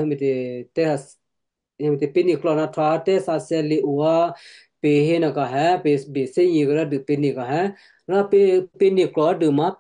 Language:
Western Kayah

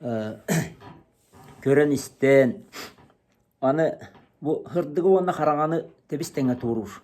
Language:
Yakut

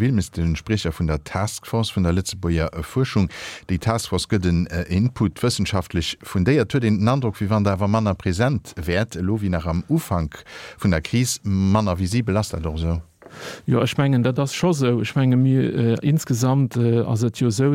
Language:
Luxembourgish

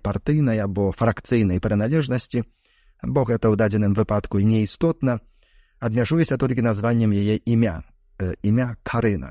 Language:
Belarusian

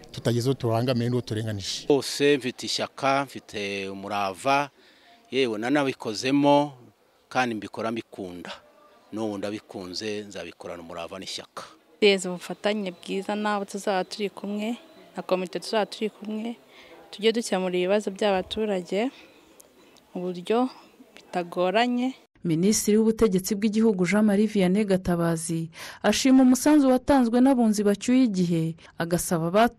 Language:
Kinyarwanda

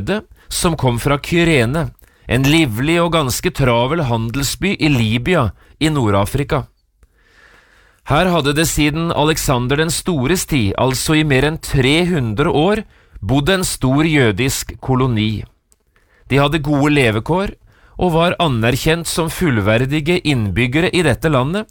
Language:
Norwegian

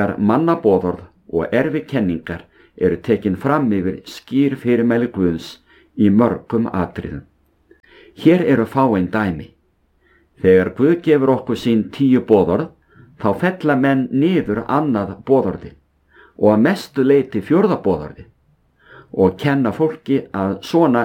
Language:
Icelandic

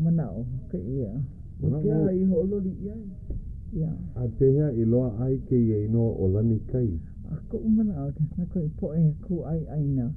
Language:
Hawaiian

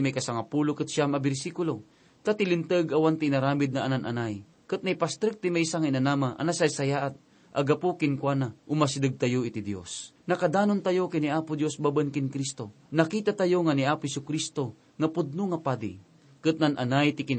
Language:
Iloko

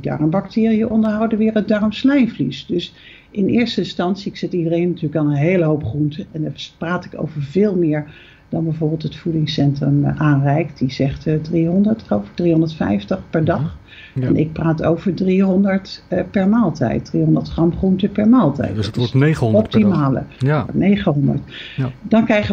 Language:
Dutch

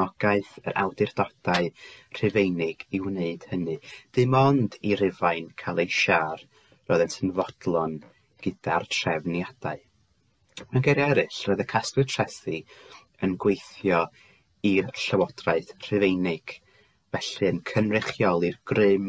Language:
Welsh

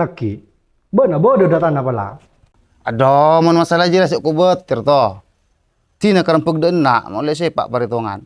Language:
Madurese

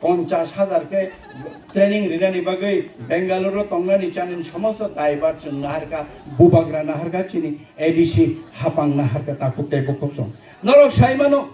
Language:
Kok Borok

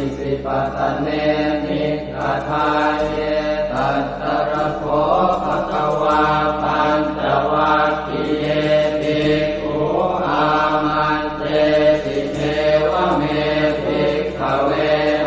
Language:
Pali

